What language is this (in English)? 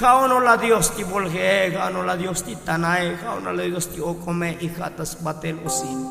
Tzotzil